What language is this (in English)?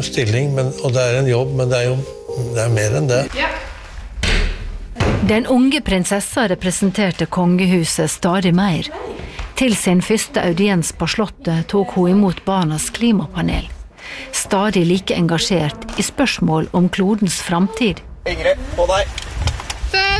Norwegian